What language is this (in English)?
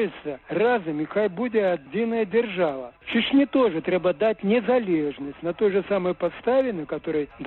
Belarusian